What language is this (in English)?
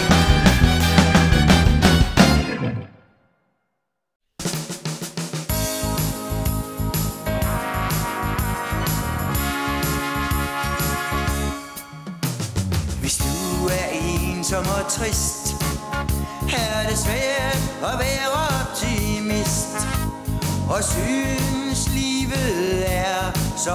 Danish